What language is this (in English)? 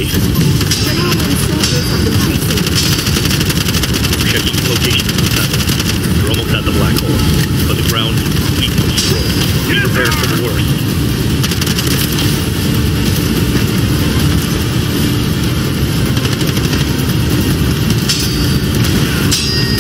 English